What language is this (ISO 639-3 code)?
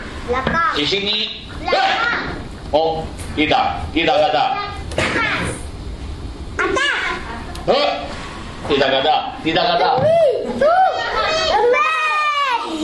msa